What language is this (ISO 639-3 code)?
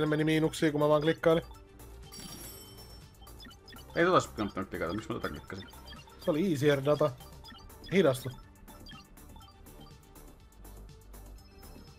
fin